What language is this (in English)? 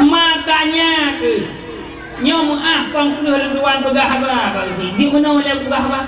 Achinese